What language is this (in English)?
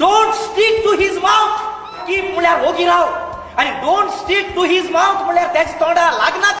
Konkani